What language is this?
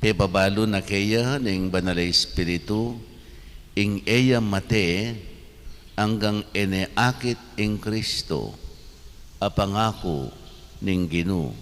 Pampanga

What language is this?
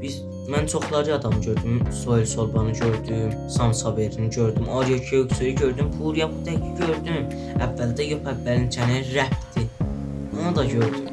South Azerbaijani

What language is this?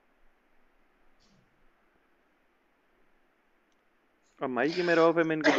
Hindi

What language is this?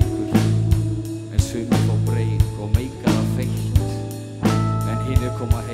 Icelandic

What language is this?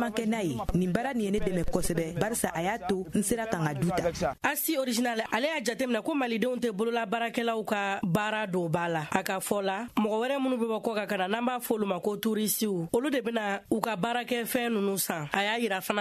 Bambara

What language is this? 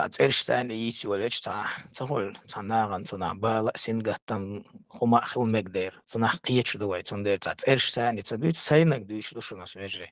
Chechen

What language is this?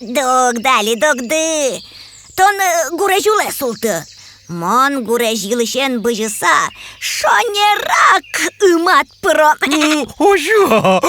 Udmurt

